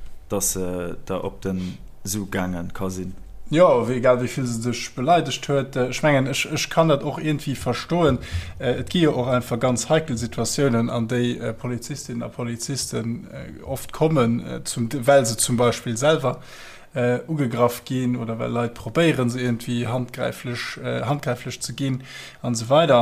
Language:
Luxembourgish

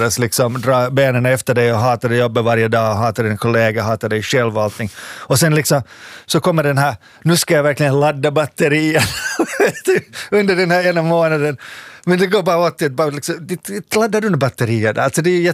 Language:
Swedish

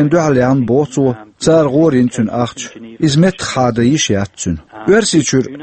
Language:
Chechen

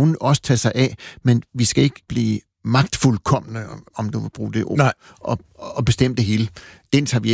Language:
Danish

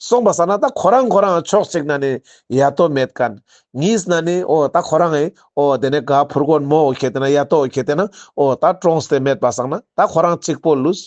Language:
Ladakhi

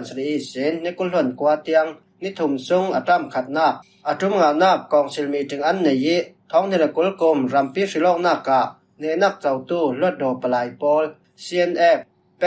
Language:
Falam Chin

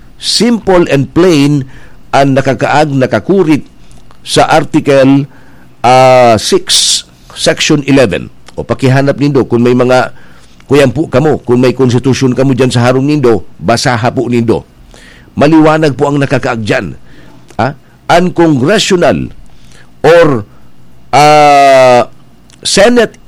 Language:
Bikol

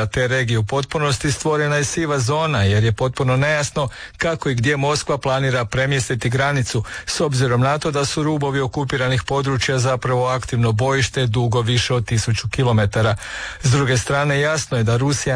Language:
Croatian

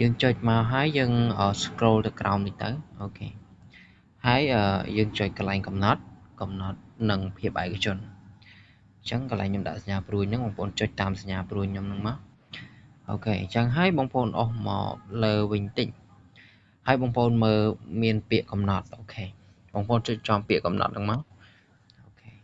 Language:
Khmer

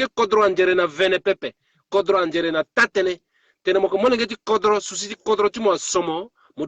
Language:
Sango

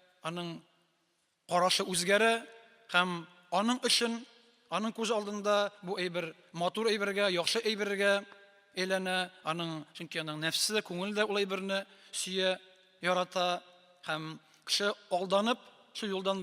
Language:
Tatar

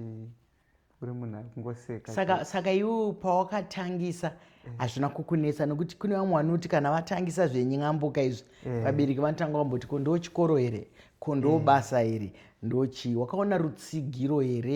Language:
Shona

